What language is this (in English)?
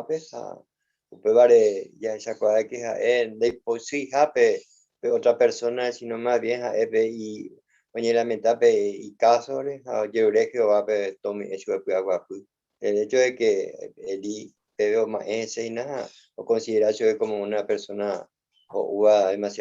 Guarani